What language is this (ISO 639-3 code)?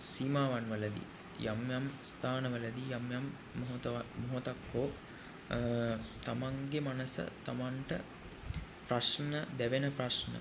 sin